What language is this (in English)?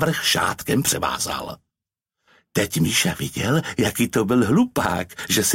Czech